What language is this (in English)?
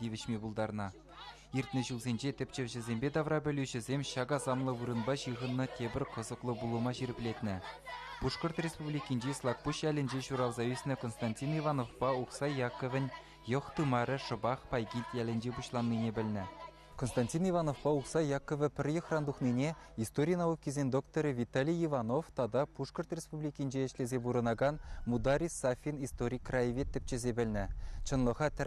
Chuvash